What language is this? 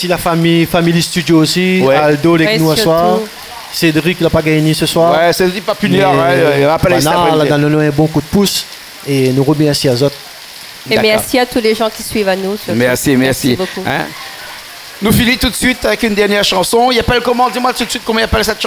Réunion Creole French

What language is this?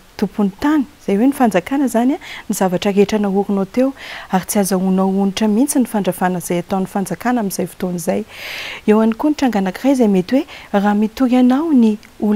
Malagasy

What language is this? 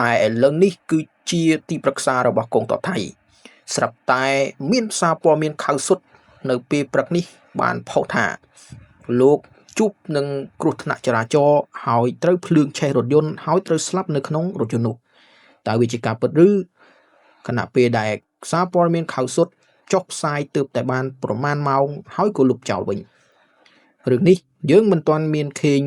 Khmer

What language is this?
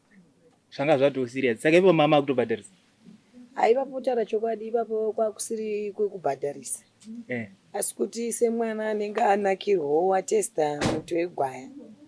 Shona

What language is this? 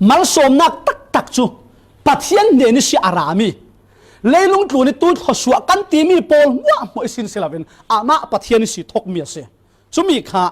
Falam Chin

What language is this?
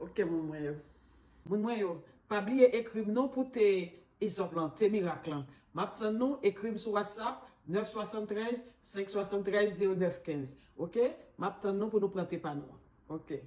Haitian Creole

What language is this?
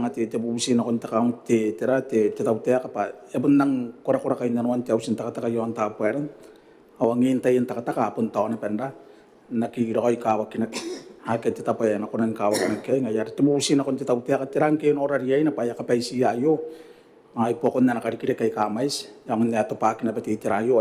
Gilbertese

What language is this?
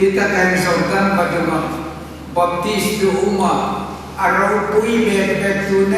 Hmar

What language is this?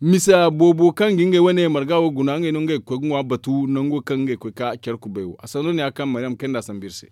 Zarma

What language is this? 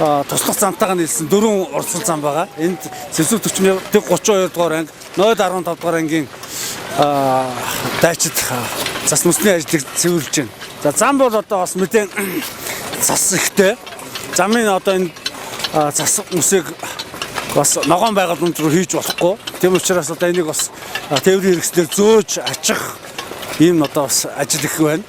Mongolian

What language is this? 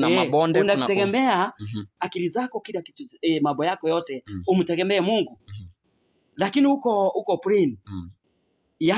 Swahili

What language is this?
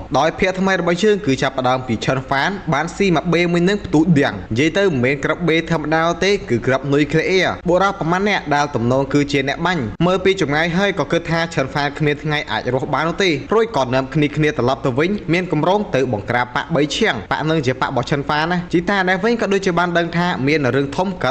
Khmer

